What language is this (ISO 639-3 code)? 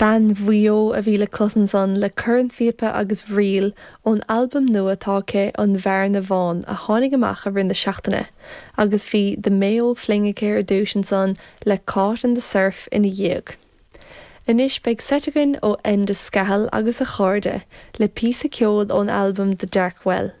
gle